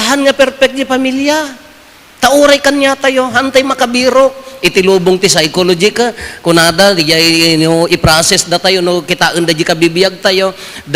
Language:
Iloko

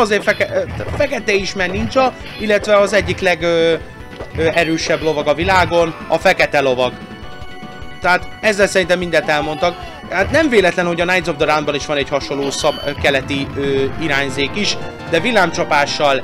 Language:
Hungarian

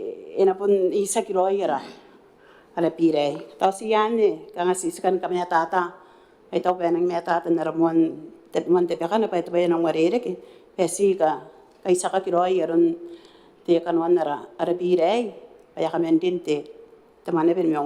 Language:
Gilbertese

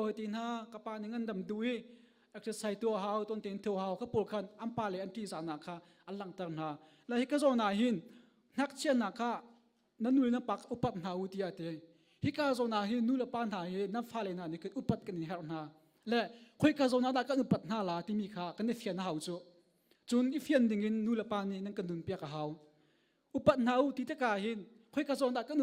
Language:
Hakha Chin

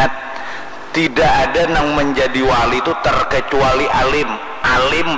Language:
Banjar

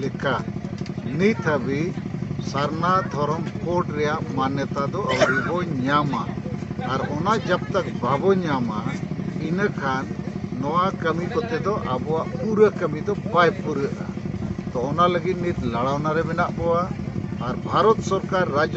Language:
Santali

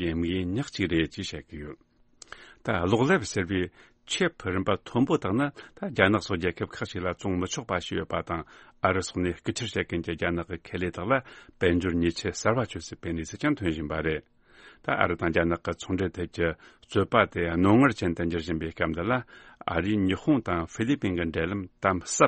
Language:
Tibetan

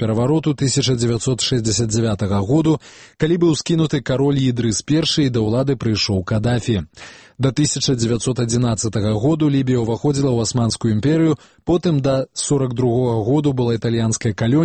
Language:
Belarusian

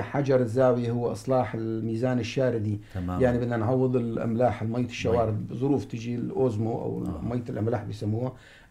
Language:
North Levantine Arabic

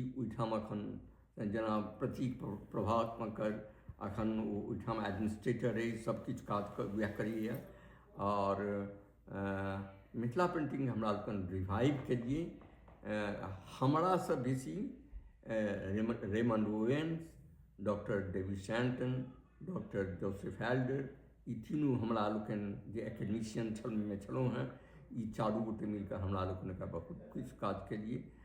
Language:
Maithili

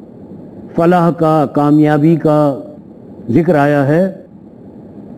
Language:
Urdu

